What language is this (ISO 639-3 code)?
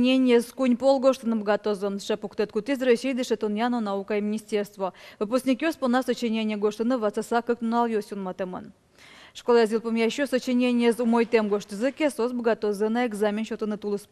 udm